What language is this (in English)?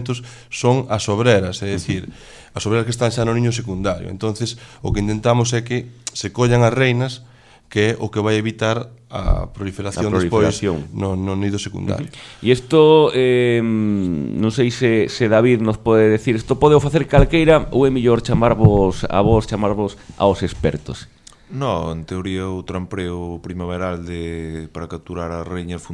Galician